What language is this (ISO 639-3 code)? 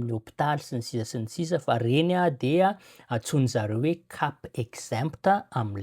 mlg